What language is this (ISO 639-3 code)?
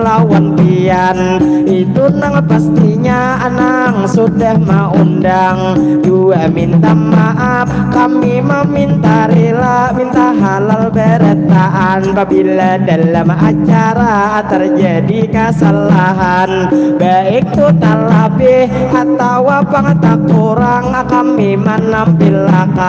bjn